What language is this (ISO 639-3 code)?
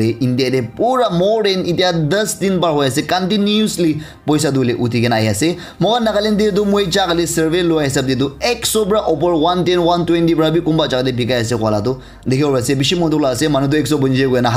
nag